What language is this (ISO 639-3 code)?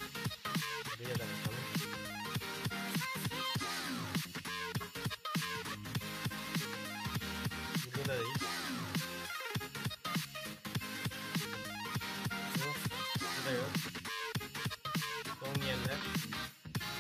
tur